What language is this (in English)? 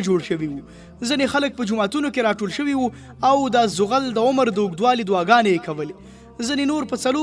Pashto